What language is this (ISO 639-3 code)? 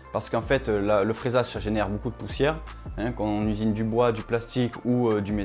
fra